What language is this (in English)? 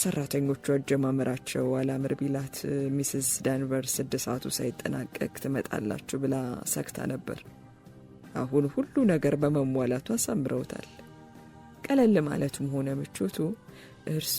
Amharic